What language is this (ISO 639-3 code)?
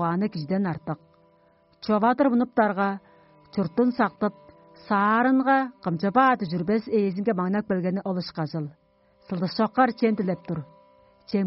tyv